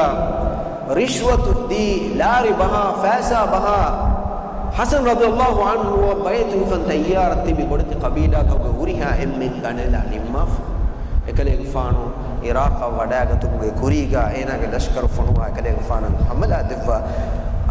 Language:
Divehi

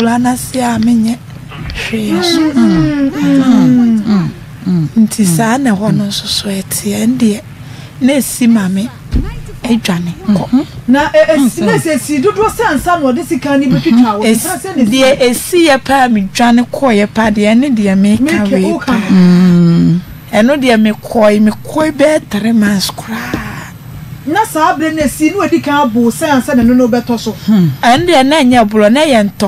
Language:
Akan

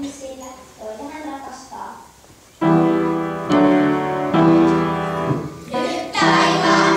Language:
Finnish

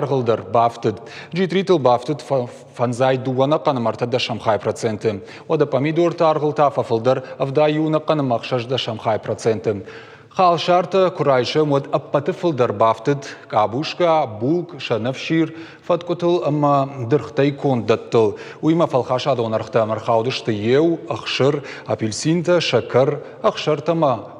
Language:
Ossetic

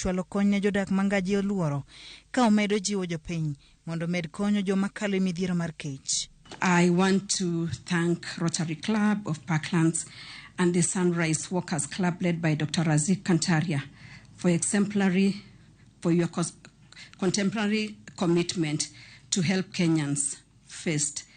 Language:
Luo (Kenya and Tanzania)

